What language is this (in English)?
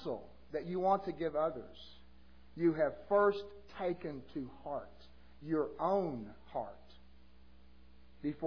English